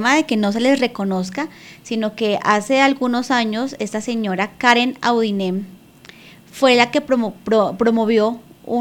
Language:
Spanish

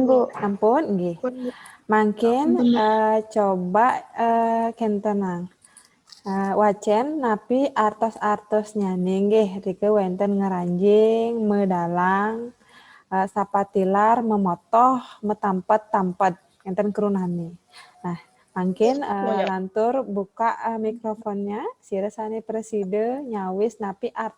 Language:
Balinese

